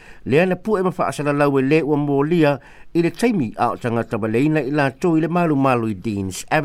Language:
Samoan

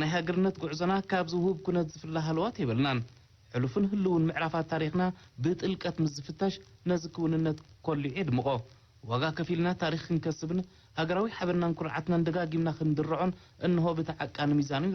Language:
Tigrinya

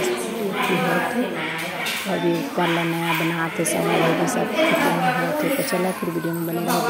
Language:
Chhattisgarhi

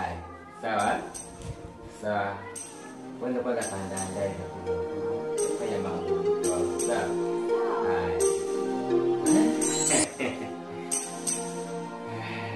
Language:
Swahili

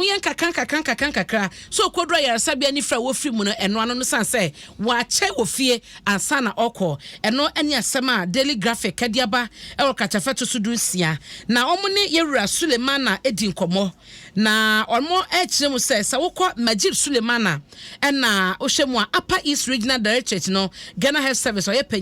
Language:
Akan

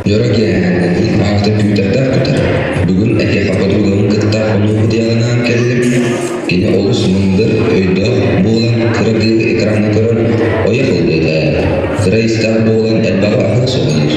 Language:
Yakut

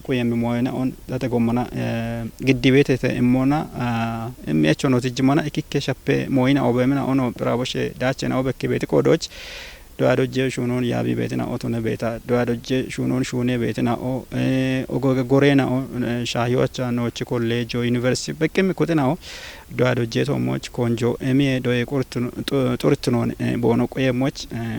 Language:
Kafa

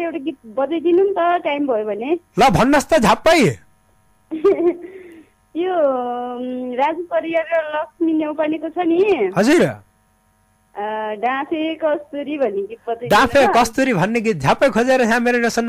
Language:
Nepali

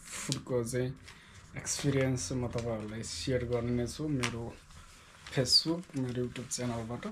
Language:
Nepali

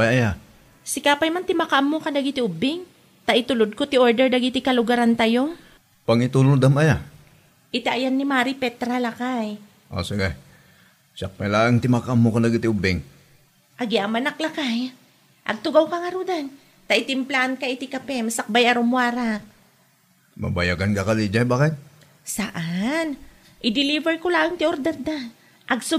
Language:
Iloko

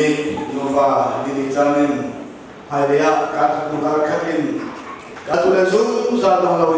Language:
Hakha Chin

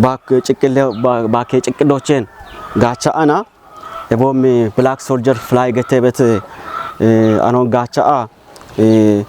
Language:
Kafa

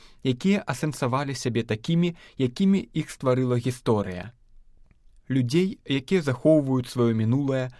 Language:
Belarusian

